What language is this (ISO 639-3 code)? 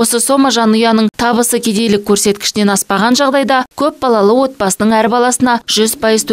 kaz